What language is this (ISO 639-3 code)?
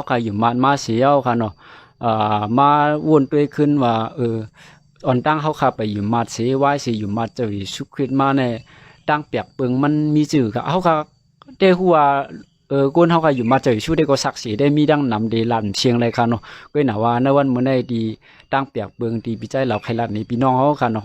shn